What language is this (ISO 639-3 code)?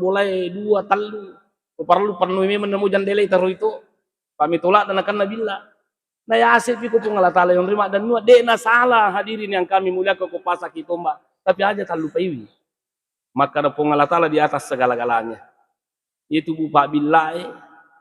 bug